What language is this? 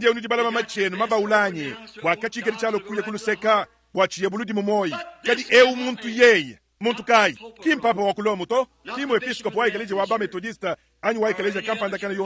Luba-Lulua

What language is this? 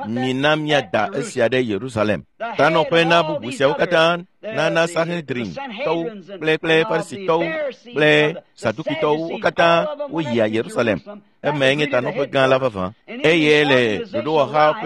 Ewe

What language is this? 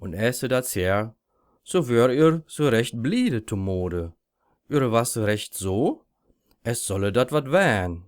Low German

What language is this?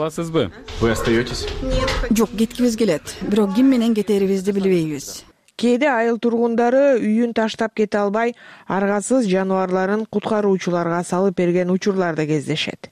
Kyrgyz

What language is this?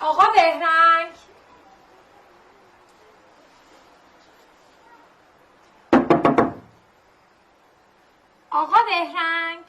Gilaki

